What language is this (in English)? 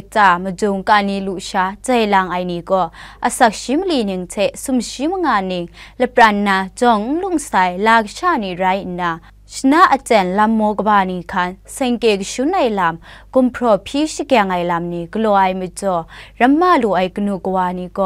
Kachin